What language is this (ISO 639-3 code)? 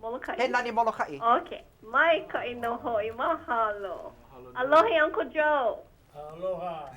haw